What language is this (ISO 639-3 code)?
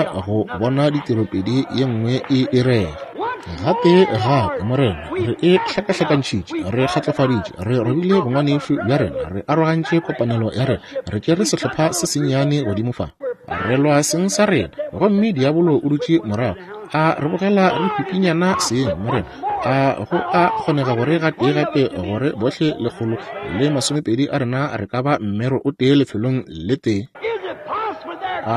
nso